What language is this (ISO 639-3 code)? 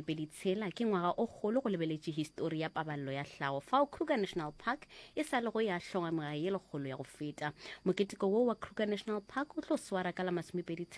nso